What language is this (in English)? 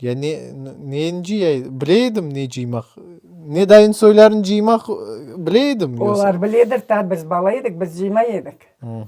Crimean Tatar